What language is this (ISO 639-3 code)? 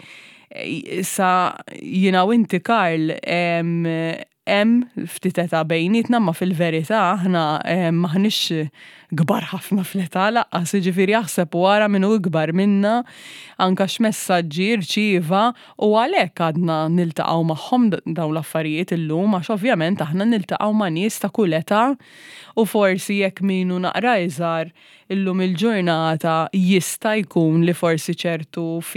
mlt